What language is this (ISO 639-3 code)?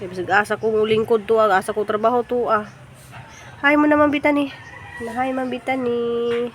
ceb